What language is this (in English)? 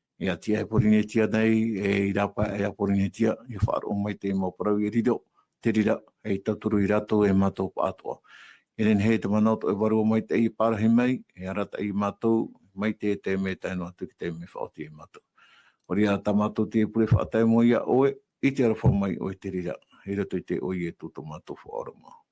Tahitian